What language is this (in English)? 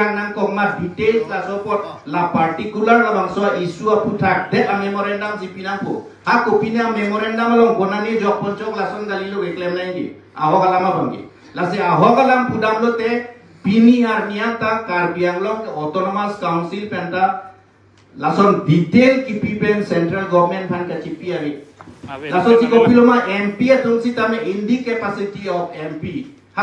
Karbi